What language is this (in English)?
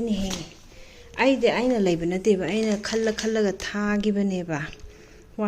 Manipuri